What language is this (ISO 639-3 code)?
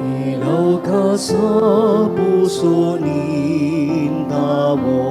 bik